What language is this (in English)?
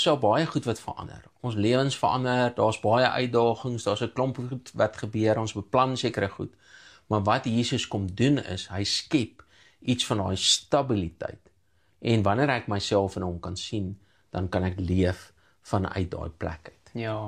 Afrikaans